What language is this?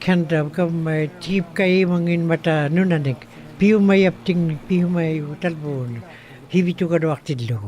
Western Canadian Inuktitut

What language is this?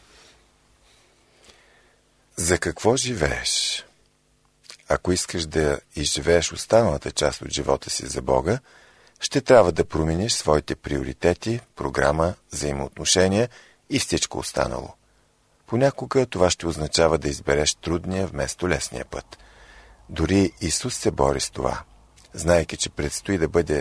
Bulgarian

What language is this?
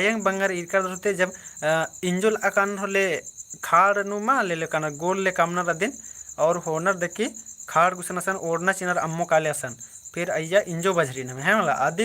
Kurukh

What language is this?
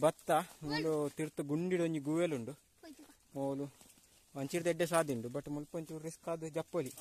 Tulu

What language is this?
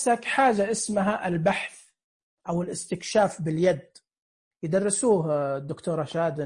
Najdi Arabic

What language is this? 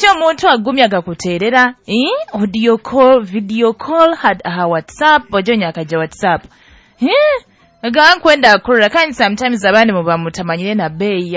Nyoro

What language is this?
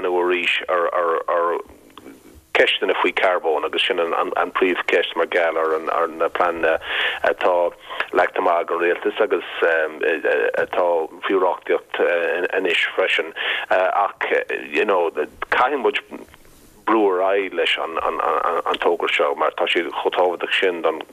Irish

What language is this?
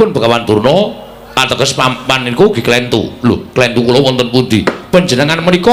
Javanese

